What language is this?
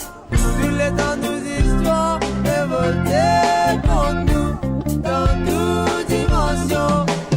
Morisyen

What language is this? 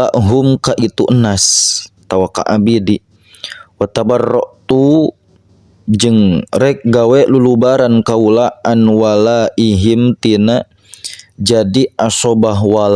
Sundanese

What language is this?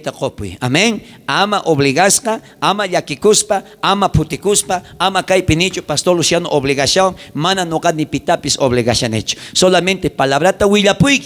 South Bolivian Quechua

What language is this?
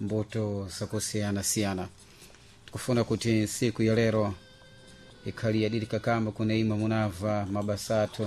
Sena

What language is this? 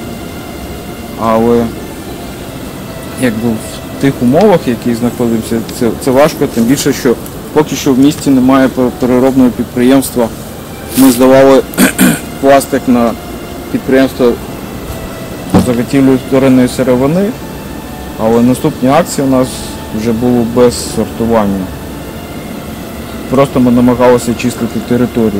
Ukrainian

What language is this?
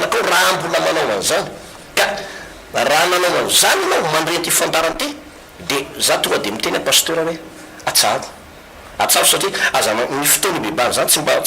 Malagasy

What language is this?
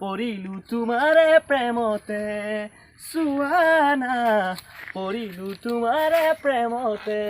Assamese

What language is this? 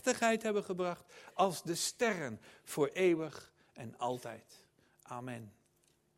Dutch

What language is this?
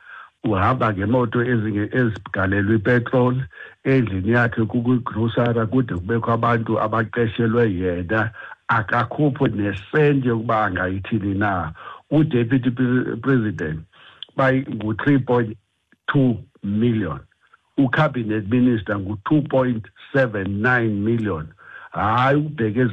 Xhosa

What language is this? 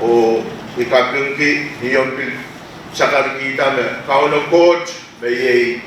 Pohnpeian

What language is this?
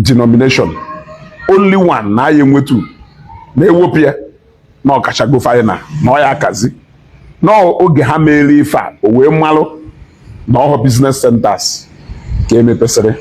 Igbo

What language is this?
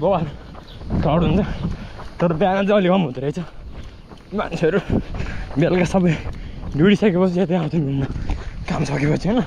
Nepali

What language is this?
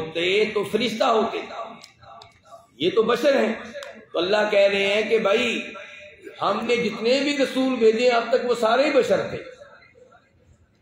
Urdu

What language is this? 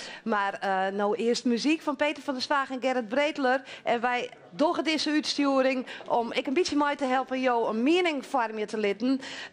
Western Frisian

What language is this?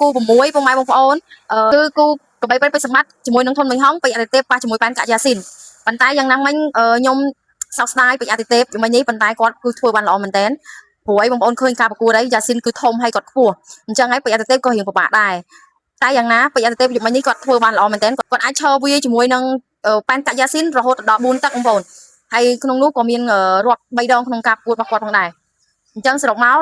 Khmer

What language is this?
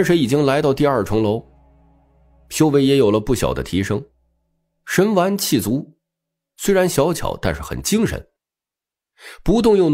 Chinese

